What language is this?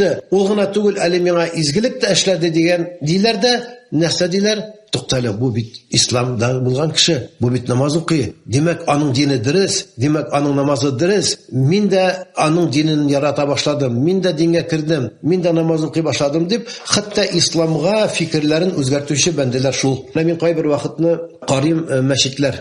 Tatar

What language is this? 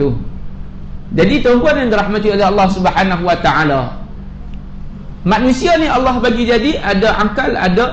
Malay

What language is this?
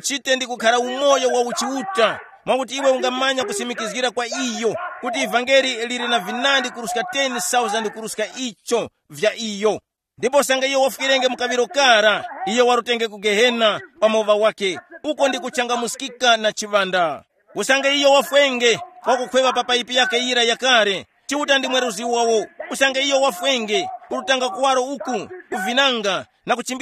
Tumbuka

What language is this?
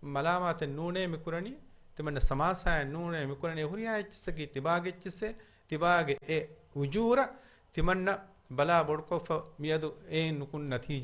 Divehi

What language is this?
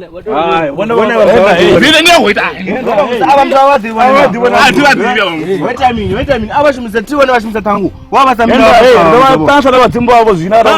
Venda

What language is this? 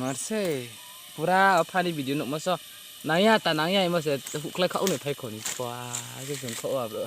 Riang (India)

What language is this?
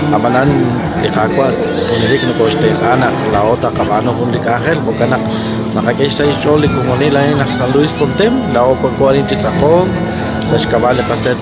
Kekchí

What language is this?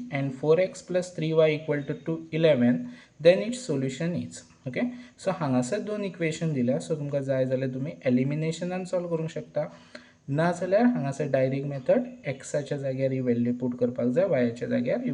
Konkani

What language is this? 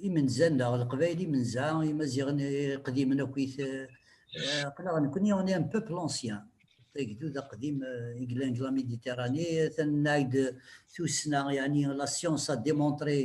Kabyle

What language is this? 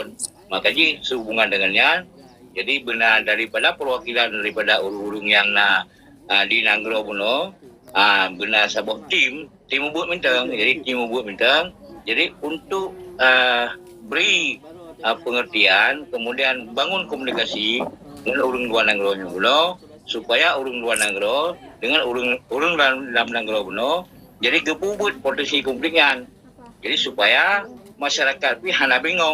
Achinese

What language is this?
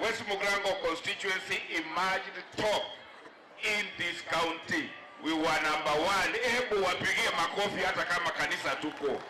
Gusii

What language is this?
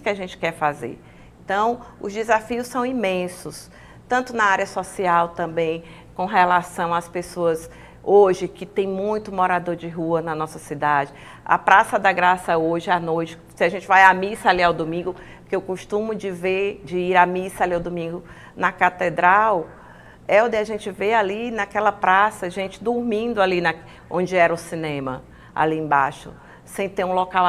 Portuguese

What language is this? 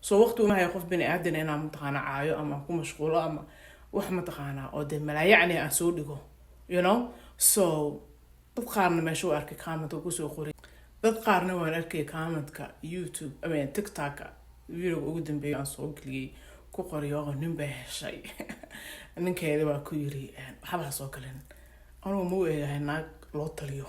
Somali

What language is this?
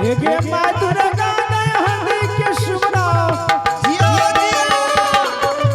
Angika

